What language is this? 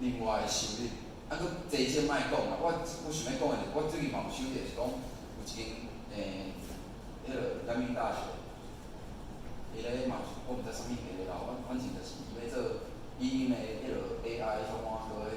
Min Nan Chinese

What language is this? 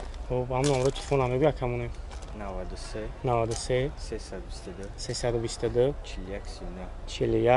Tajik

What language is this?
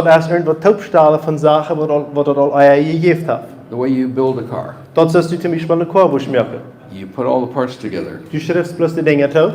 Plautdietsch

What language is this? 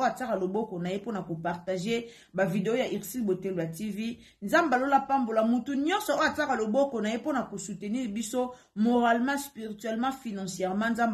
Lingala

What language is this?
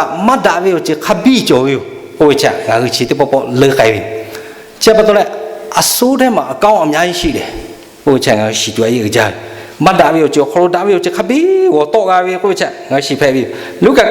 Lahu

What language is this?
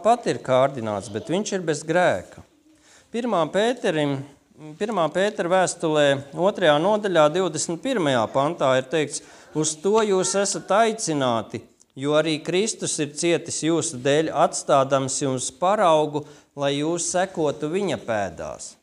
Latvian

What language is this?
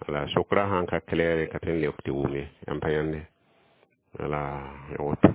Mossi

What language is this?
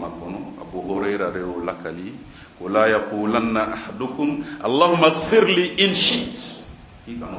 Bambara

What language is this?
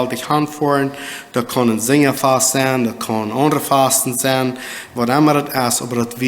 Plautdietsch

